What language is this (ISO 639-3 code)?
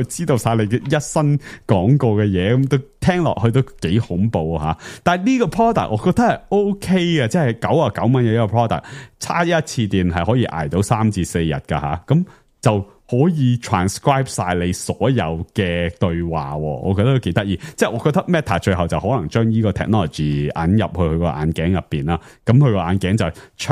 yue